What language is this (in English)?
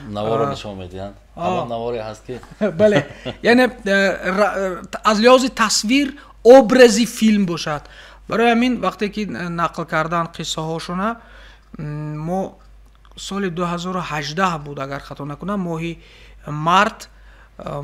Tajik